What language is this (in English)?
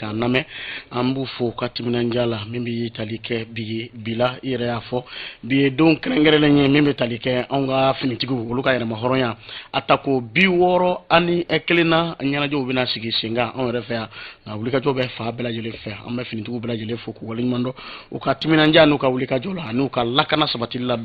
Bambara